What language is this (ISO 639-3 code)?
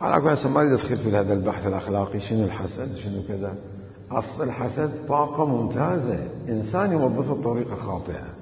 acm